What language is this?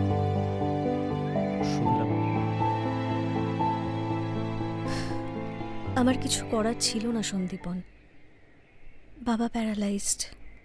Bangla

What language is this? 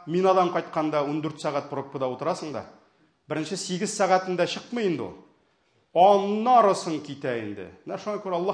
Tatar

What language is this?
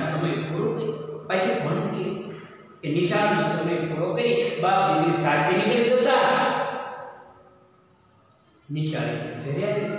Gujarati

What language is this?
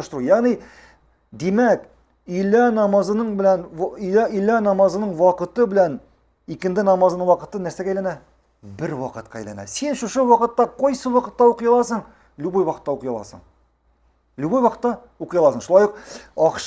Tatar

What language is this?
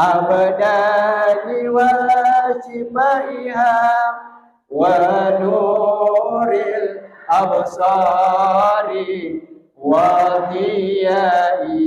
Buginese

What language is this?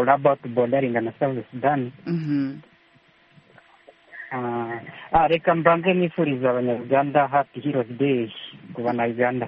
Kinyarwanda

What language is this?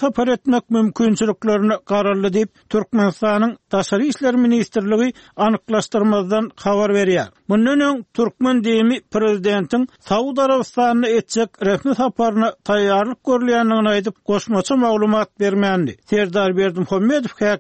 Turkmen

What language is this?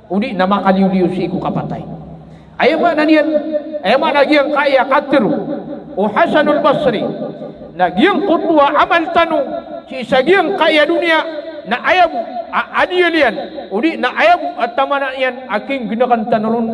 Maranao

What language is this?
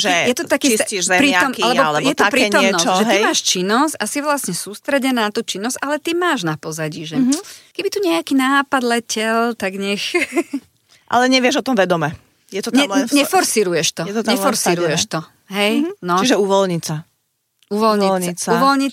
Slovak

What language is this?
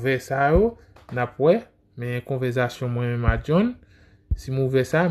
Haitian Creole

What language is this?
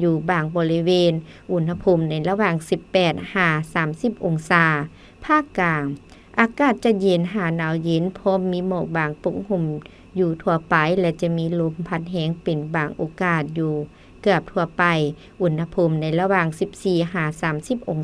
Lao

